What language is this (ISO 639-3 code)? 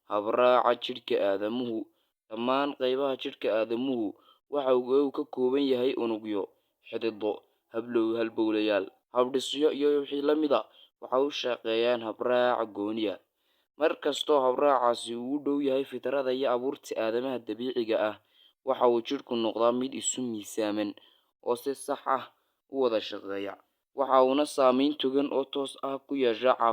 som